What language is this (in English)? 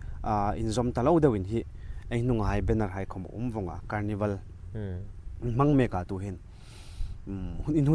Hmar